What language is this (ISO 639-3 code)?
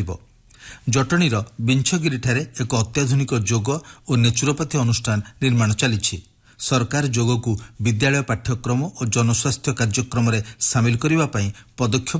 ori